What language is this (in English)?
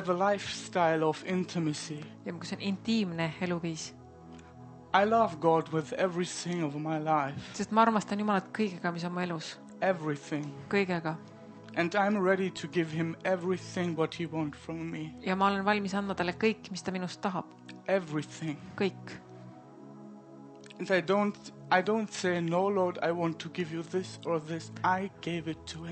Estonian